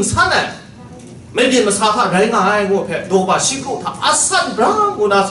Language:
Kachin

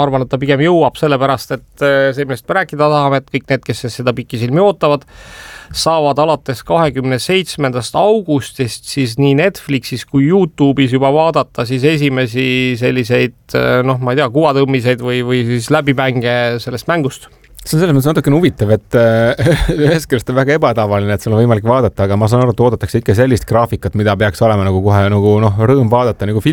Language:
Estonian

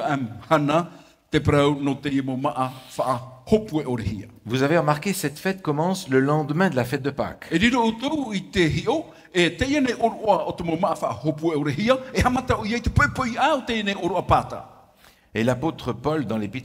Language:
Tahitian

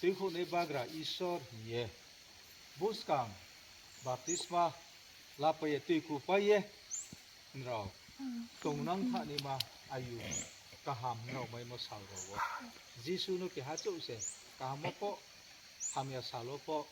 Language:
Riang (India)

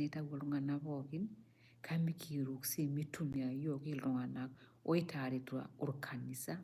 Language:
Masai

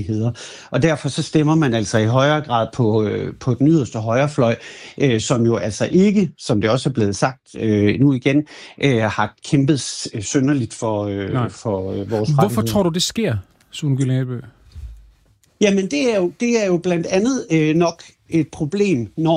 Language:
Danish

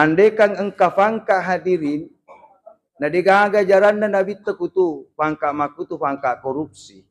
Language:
Buginese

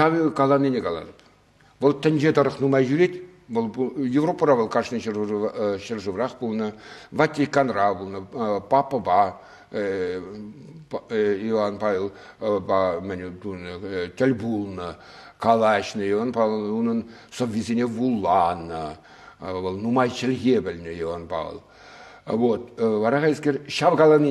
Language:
Chuvash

